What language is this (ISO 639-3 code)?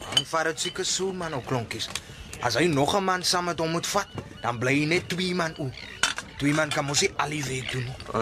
afr